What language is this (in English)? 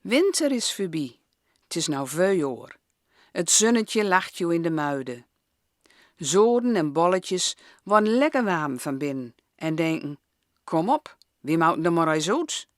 Gronings